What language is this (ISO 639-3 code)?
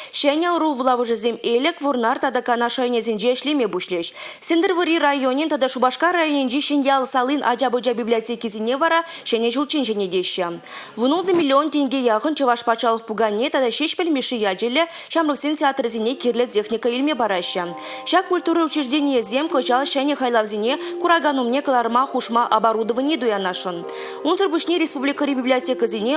chv